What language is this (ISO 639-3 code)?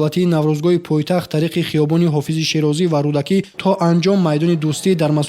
tgk